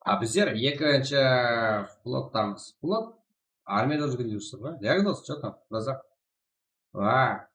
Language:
Kara-Kalpak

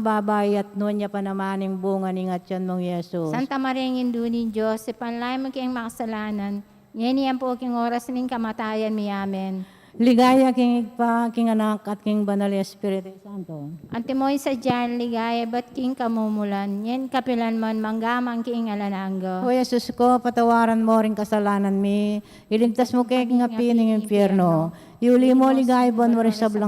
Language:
Pampanga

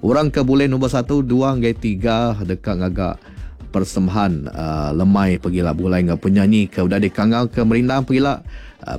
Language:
Iban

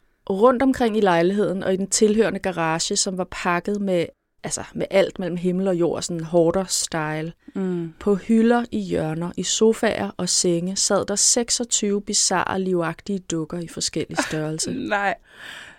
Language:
Danish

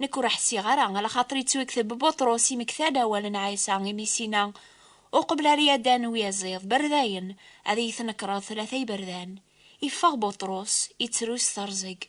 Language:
Kabyle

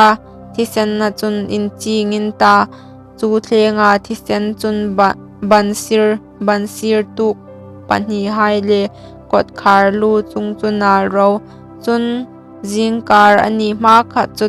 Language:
Hmar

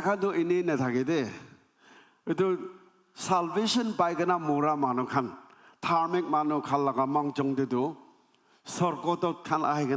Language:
Naga Pidgin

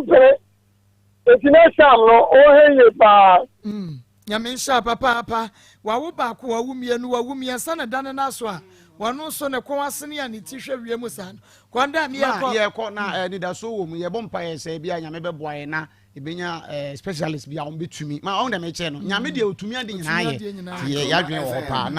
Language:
Akan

